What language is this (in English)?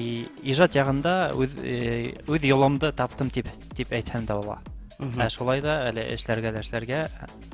Bashkir